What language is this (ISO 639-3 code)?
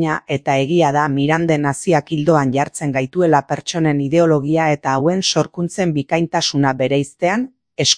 eus